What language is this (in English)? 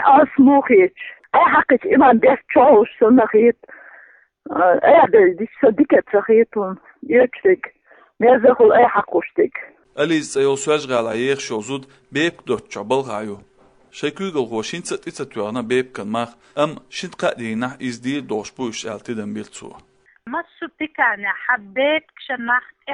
Chechen